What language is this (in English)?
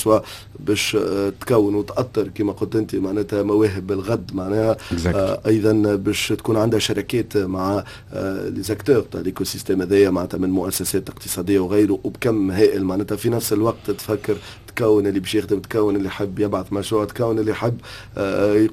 Tunisian Arabic